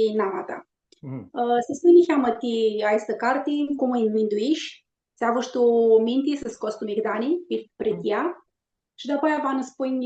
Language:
Aromanian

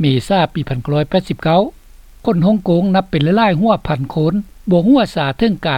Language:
Lao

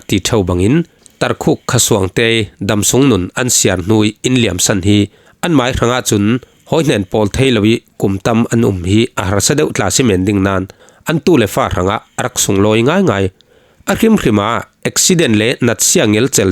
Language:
Falam Chin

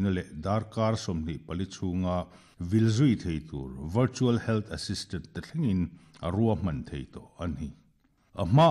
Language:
Mizo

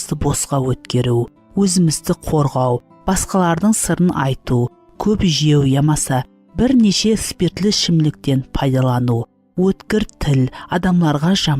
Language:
Kara-Kalpak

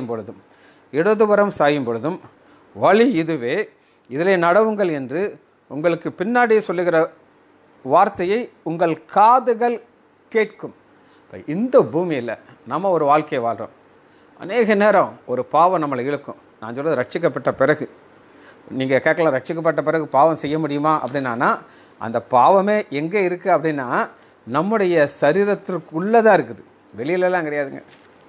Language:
Tamil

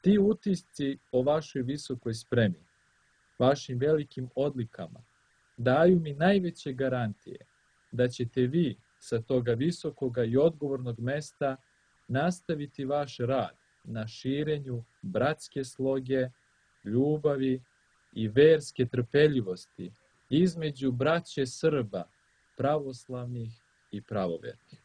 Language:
Serbian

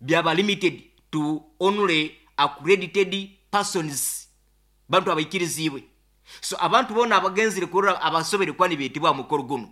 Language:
Nyoro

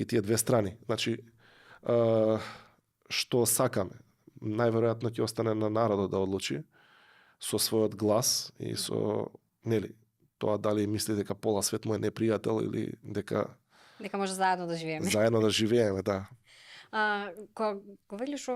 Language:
Macedonian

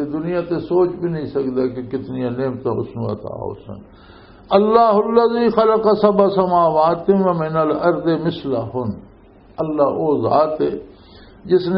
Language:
Western Panjabi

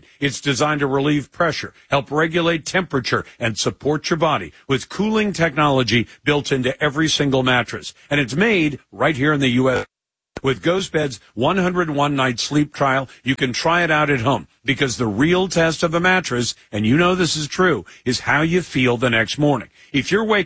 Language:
English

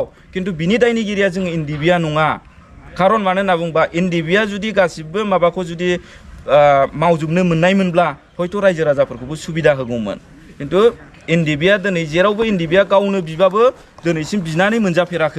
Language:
Bodo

